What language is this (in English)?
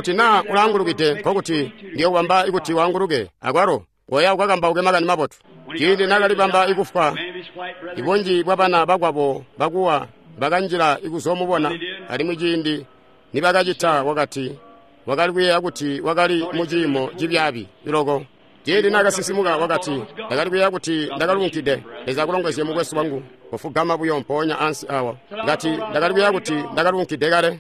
Tonga (Zambia)